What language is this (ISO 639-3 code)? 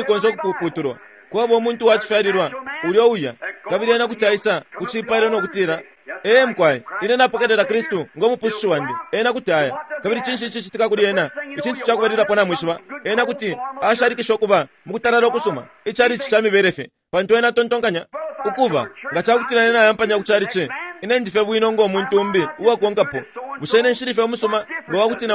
bem